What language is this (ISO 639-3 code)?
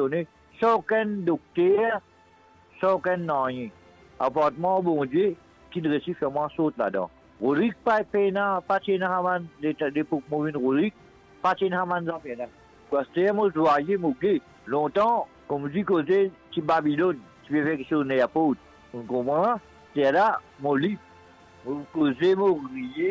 mfe